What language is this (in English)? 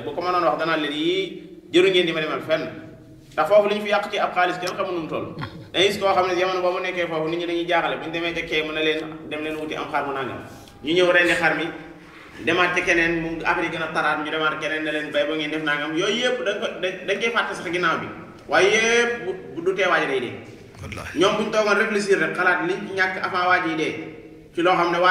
Wolof